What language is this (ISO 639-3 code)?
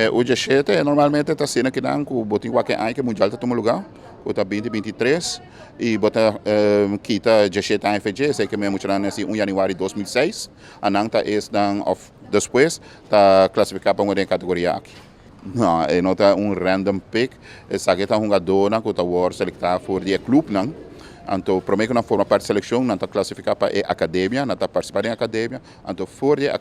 pap